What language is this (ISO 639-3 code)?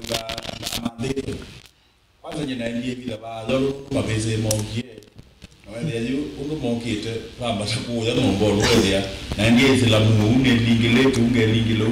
kam